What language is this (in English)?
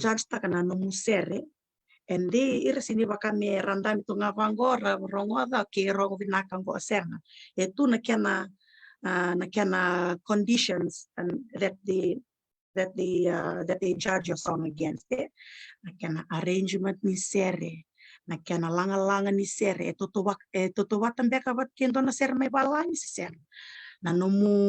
Fijian